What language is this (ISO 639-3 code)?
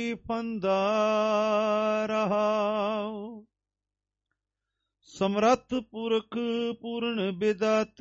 pan